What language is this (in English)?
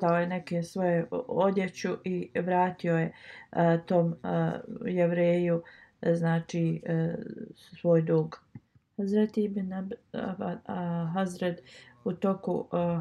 Bosnian